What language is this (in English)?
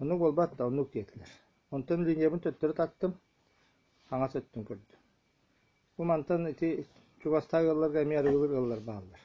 Yakut